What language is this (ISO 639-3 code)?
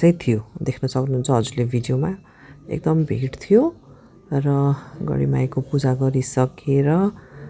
nep